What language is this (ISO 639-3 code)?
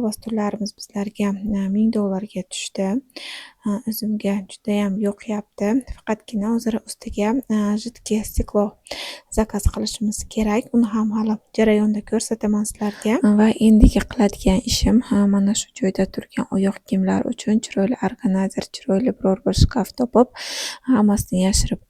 uzb